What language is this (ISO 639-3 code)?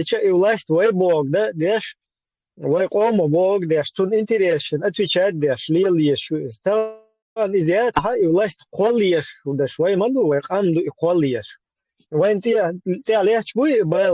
che